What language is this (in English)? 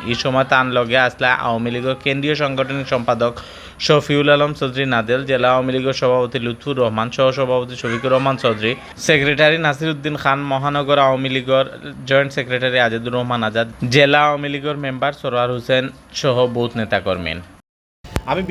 Sylheti